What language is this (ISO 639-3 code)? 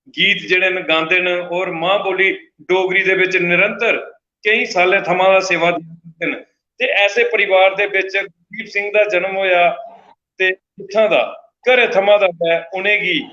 doi